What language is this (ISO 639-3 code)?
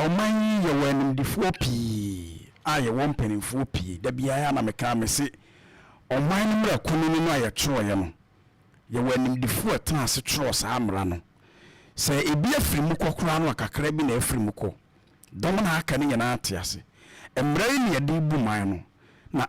aka